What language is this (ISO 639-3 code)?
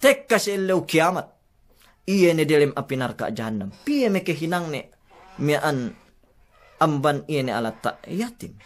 yka